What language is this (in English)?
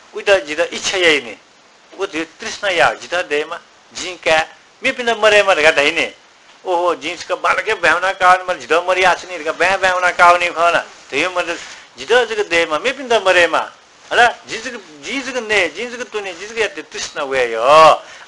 Newari